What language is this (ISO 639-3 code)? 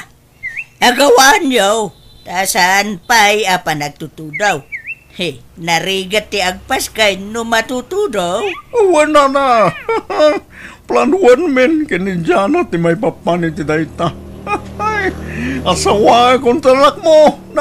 ilo